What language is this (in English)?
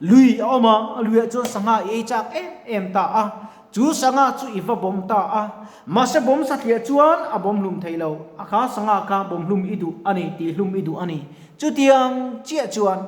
Mizo